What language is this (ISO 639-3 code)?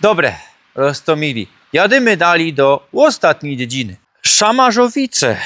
szl